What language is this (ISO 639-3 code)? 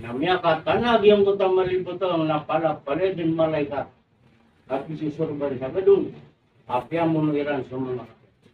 mrw